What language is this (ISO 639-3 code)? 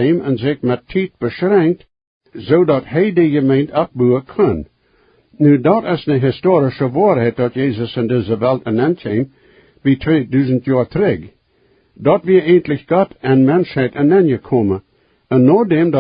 pdt